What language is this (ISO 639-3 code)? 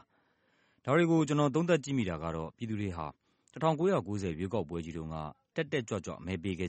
mya